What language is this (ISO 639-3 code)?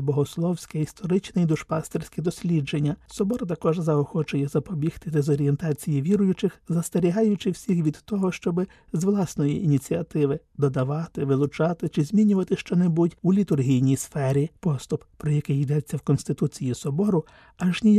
ukr